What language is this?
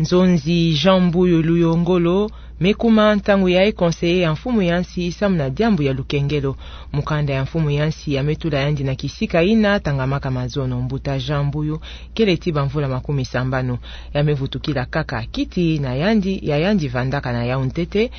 Kituba (Democratic Republic of Congo)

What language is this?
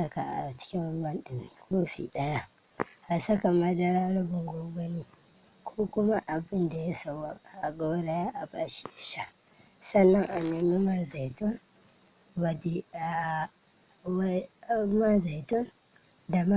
Hausa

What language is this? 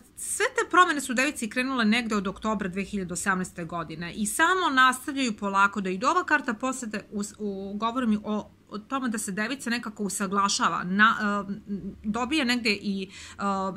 Serbian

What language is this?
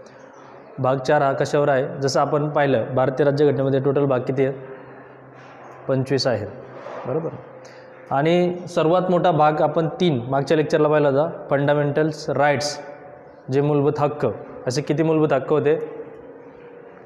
Marathi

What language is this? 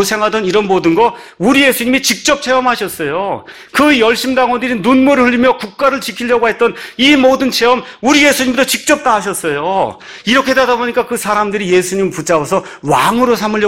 Korean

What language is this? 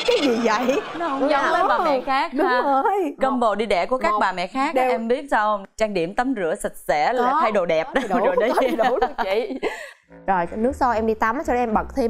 Vietnamese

